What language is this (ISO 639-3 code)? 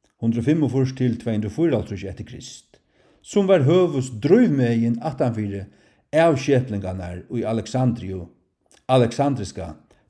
fao